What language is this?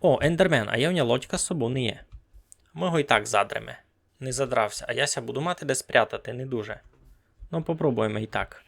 Rusyn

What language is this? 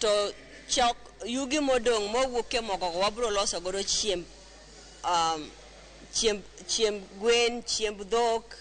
Luo (Kenya and Tanzania)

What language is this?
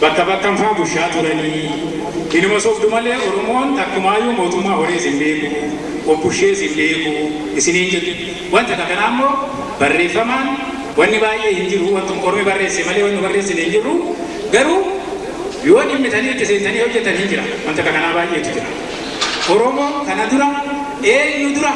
Oromo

